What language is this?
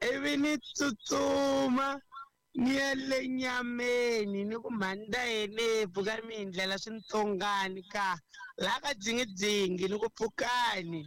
Tsonga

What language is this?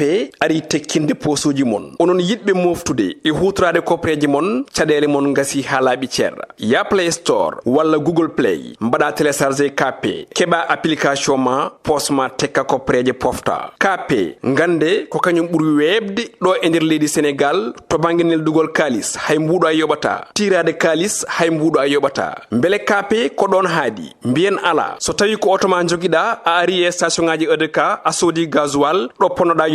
Fula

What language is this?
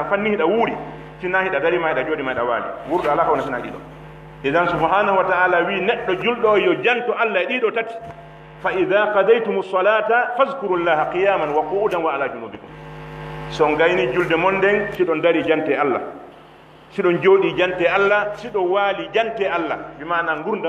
Pular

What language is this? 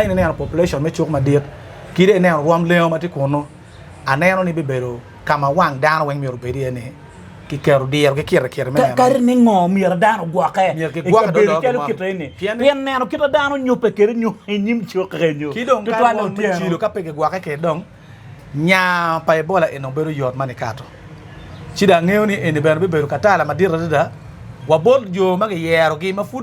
Acoli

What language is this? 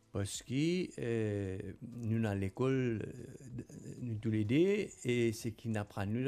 Morisyen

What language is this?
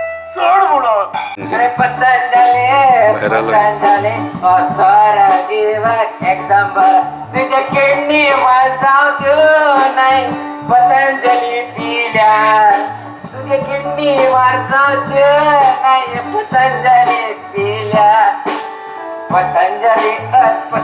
Konkani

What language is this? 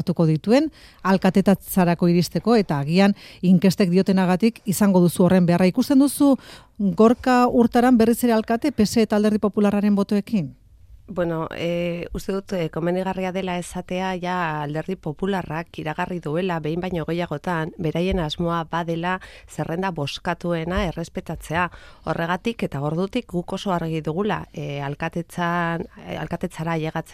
Basque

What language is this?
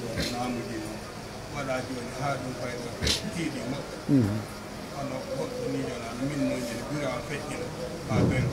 Pular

